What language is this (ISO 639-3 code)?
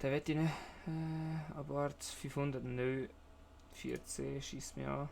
gsw